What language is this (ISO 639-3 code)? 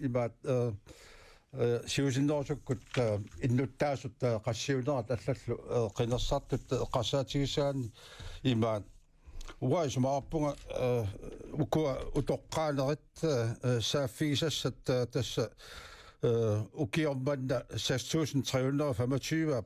kal